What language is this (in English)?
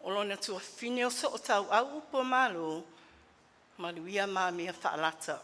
Samoan